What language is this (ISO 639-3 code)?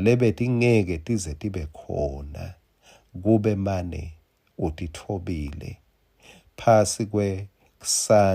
ssw